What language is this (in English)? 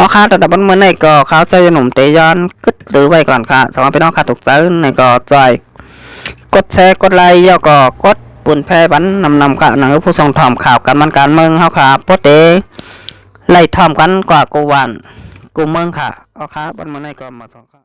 Shan